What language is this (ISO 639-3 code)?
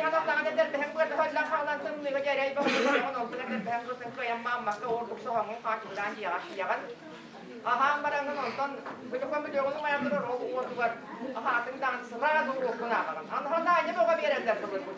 sah